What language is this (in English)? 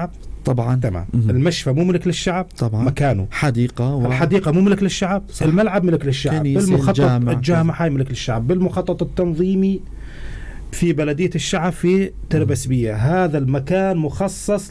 North Levantine Arabic